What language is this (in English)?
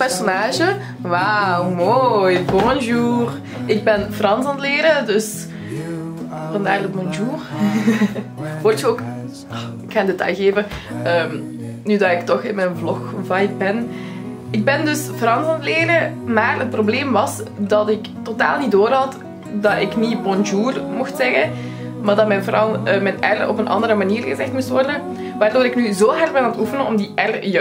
Dutch